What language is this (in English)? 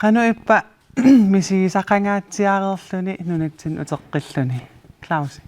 Kalaallisut